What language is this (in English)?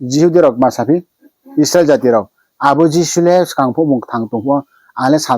Riang (India)